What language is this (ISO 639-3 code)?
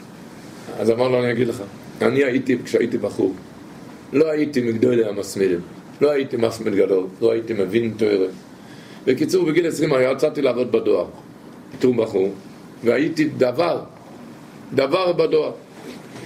heb